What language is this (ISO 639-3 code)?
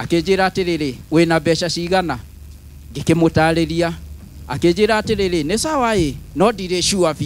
kik